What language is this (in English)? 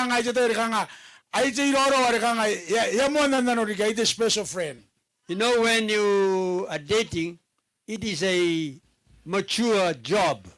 Gilbertese